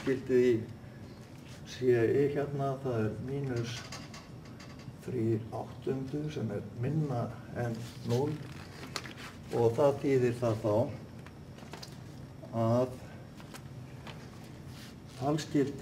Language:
Icelandic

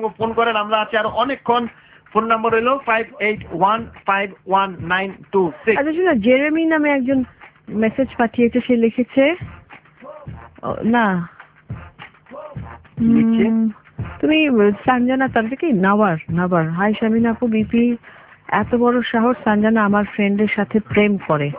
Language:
Bangla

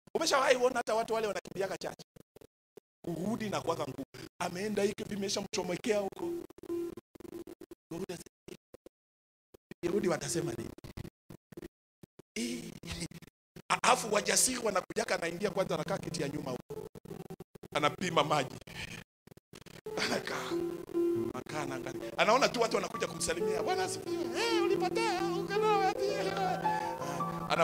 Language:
Swahili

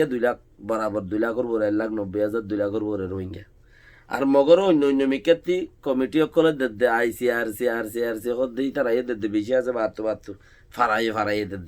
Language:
Rohingya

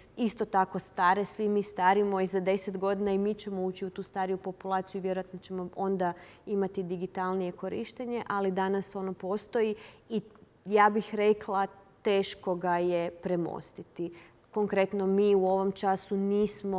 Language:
Croatian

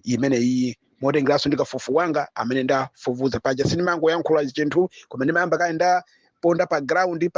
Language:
Nyanja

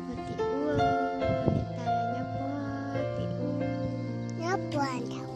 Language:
Hmong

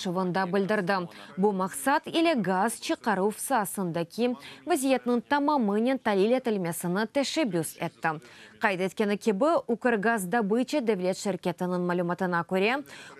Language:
Crimean Tatar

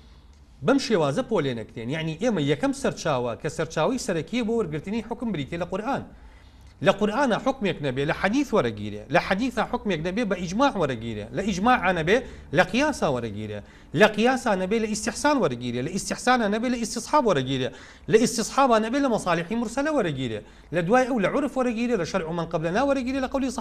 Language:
Central Kurdish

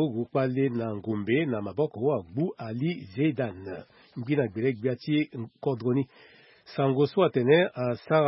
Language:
Sango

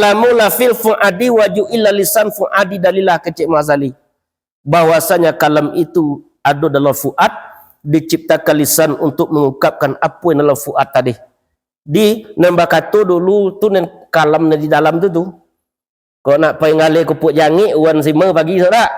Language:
Minangkabau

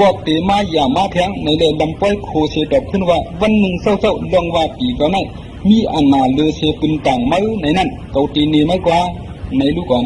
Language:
Shan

